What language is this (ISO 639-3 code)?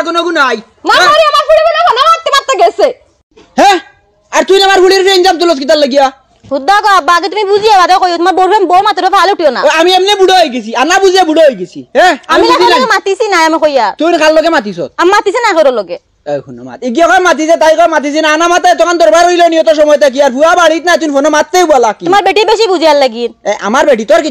syl